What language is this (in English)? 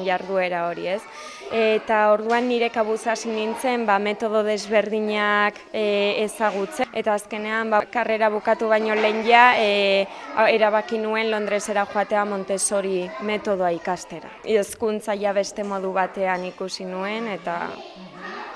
Basque